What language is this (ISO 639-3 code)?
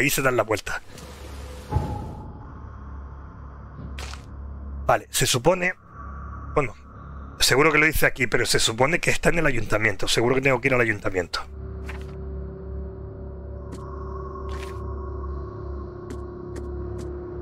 spa